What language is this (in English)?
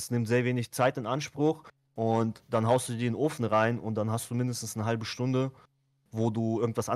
German